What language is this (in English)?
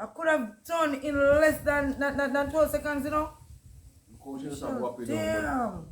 Jamaican Creole English